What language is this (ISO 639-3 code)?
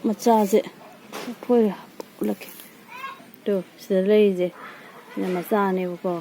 mni